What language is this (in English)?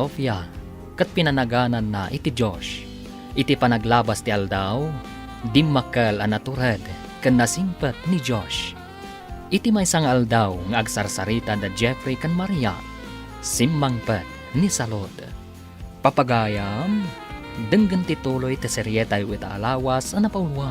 Iloko